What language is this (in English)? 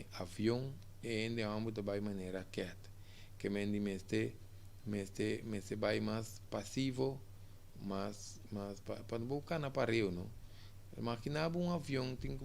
Papiamento